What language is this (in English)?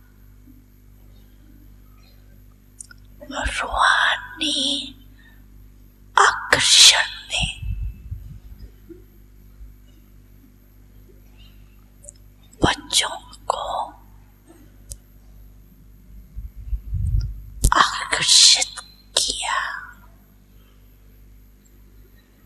Hindi